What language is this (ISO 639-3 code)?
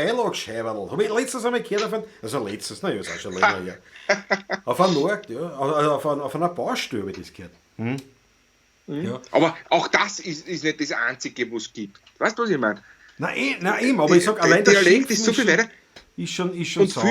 bar